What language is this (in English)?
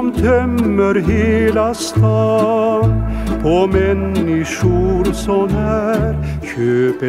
Swedish